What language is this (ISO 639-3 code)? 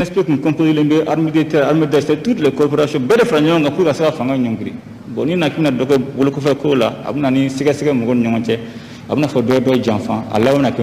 bam